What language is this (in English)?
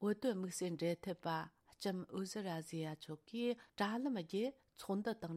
Tibetan